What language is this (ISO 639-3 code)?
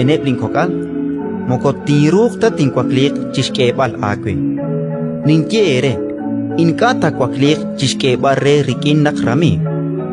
kek